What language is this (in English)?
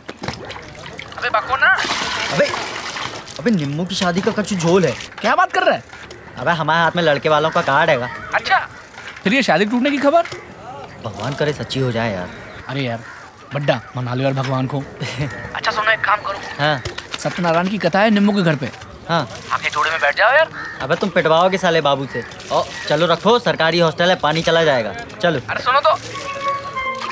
Hindi